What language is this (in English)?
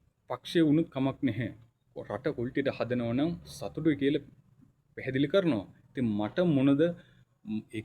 Sinhala